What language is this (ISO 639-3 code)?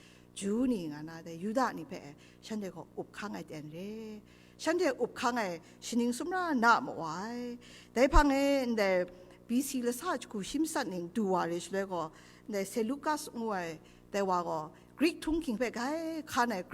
kac